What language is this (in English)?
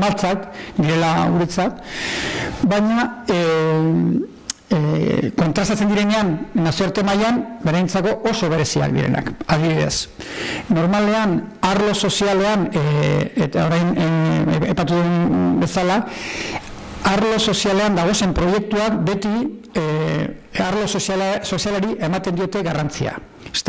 Basque